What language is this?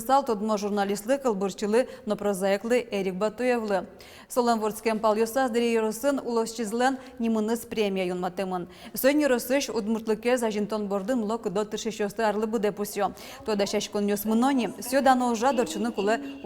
Udmurt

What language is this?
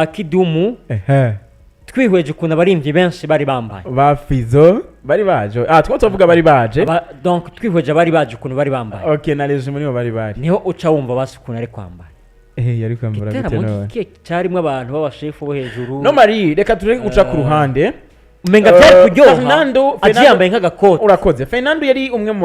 Rundi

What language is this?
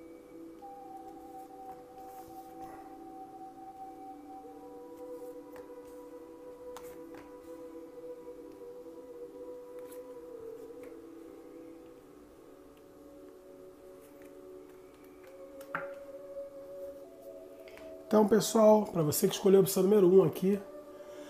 Portuguese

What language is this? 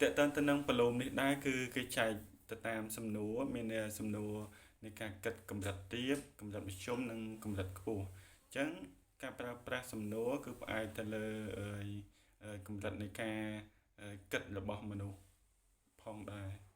Khmer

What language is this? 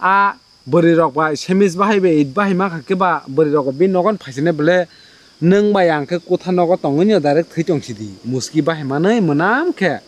Kok Borok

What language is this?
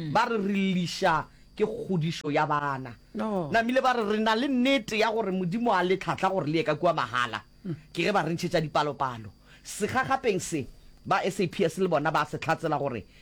Northern Sotho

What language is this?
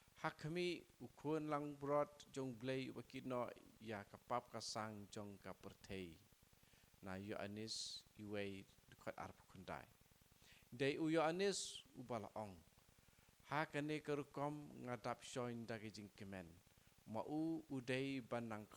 Khasi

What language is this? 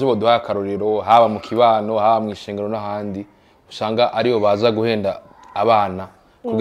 Rundi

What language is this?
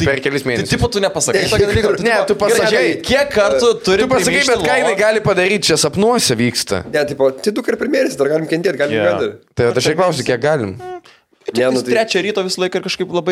Lithuanian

